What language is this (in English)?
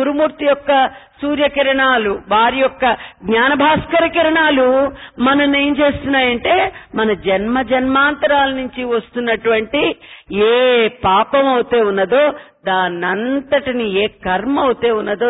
Telugu